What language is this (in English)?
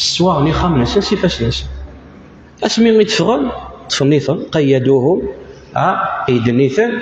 Kabyle